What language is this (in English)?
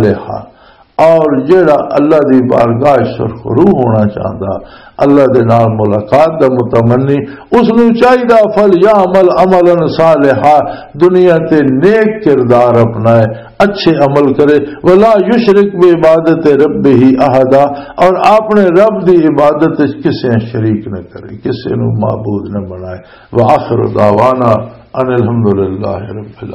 Western Panjabi